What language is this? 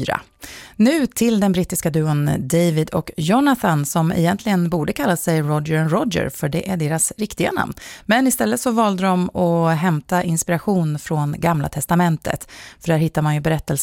Swedish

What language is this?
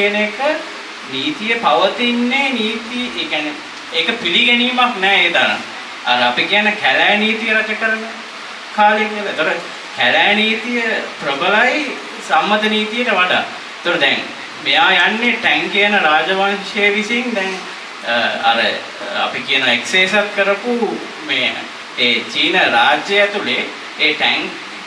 Sinhala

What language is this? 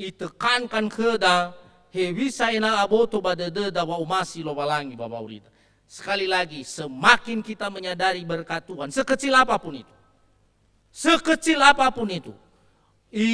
Nias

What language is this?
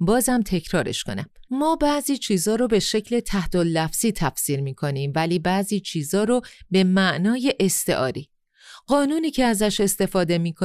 Persian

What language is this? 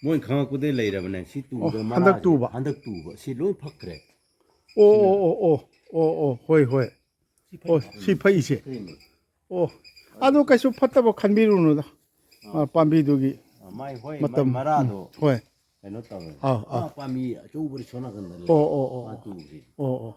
Manipuri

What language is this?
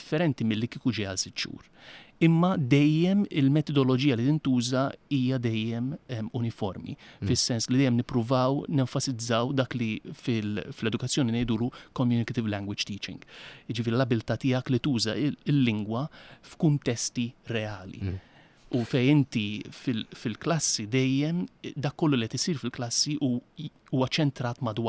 Maltese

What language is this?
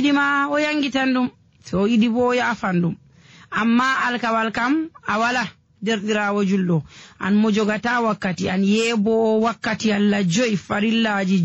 Fula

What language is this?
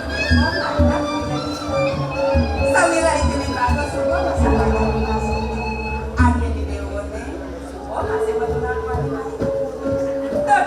Balinese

